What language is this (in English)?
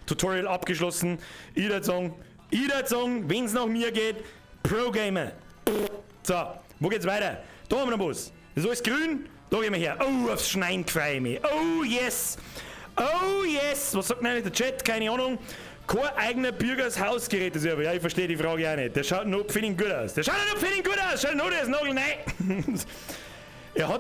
Bavarian